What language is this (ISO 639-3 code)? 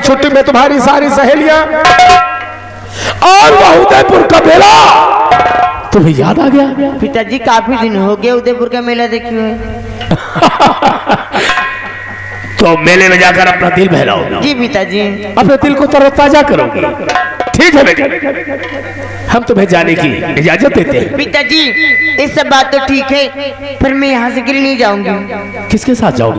hin